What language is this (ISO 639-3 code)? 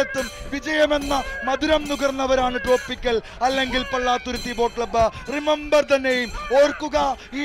mal